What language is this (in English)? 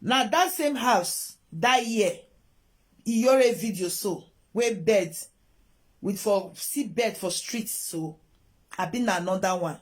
Nigerian Pidgin